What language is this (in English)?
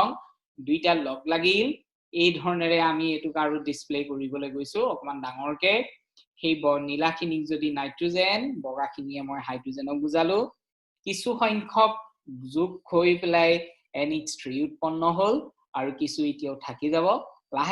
Assamese